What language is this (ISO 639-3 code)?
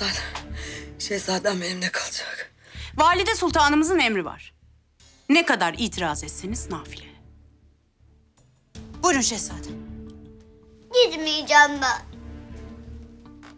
tur